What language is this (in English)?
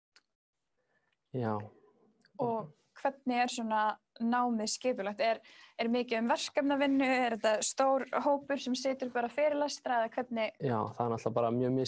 Icelandic